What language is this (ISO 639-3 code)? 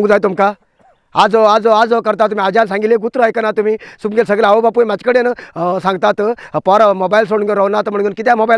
kok